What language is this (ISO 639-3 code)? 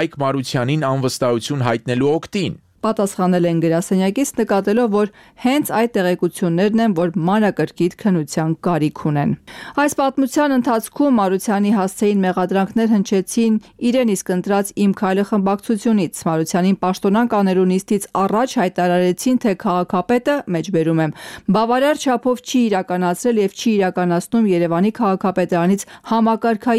hye